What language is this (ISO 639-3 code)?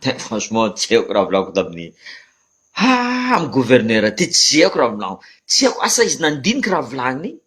mlg